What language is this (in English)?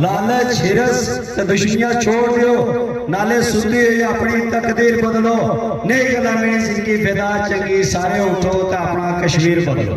Pahari-Potwari